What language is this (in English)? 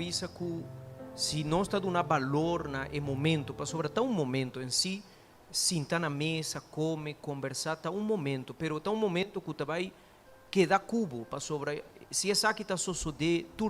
Papiamento